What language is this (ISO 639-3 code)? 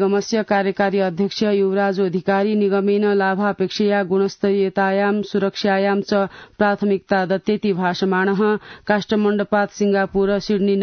san